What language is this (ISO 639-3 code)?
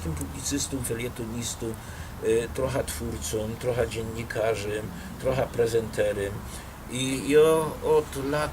szl